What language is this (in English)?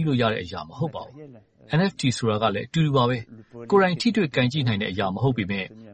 Burmese